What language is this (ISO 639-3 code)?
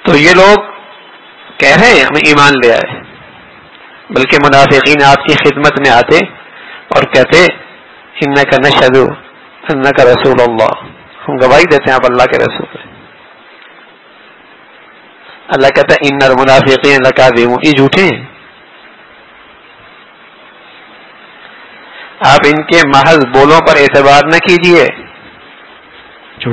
urd